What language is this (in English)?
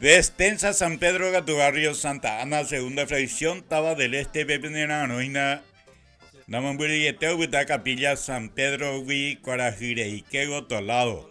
Guarani